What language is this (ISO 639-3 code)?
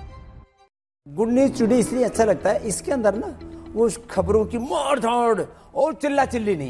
hin